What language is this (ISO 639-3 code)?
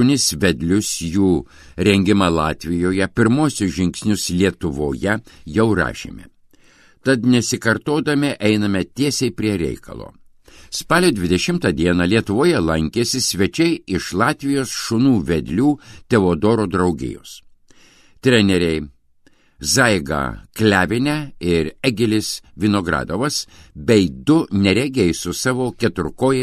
lit